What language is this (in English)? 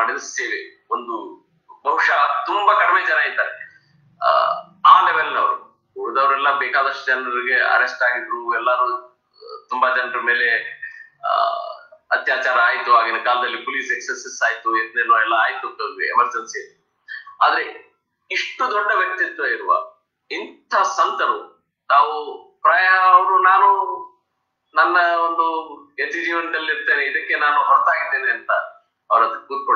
Kannada